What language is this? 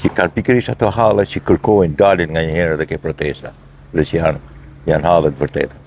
Albanian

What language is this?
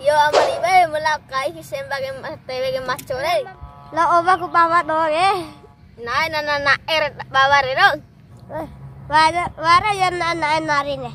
Bima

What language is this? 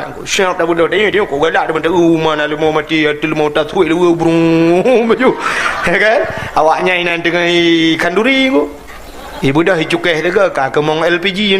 Achinese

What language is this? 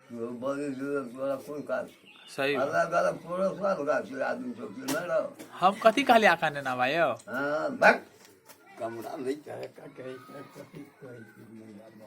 Maithili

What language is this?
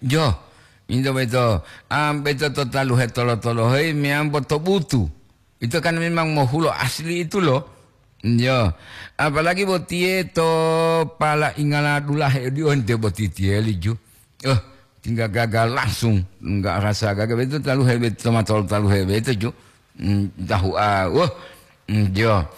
Gorontalo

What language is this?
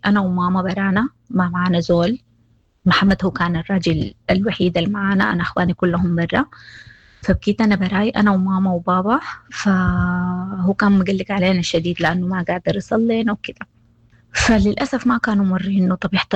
Sudanese Arabic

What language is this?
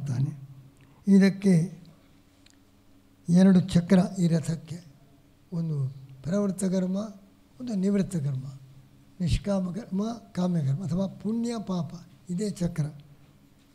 Kannada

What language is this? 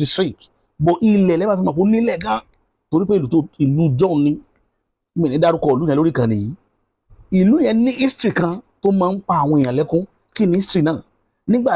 Yoruba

